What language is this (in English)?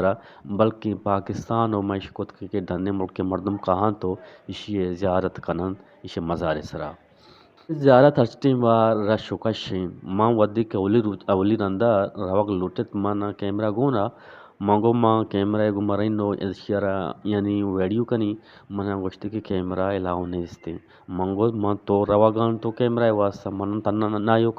Eastern Balochi